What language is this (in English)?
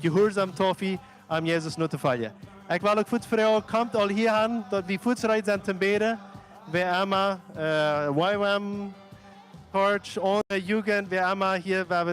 Plautdietsch